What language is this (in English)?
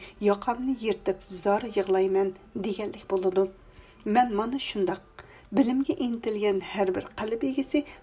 Uyghur